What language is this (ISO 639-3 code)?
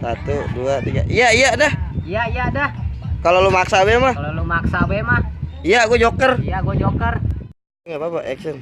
bew